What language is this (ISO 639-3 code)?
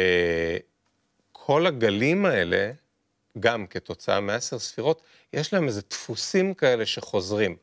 heb